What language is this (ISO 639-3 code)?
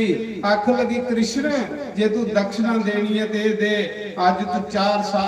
doi